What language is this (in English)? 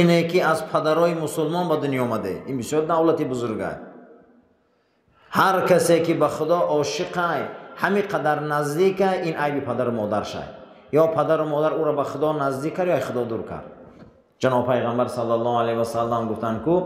Persian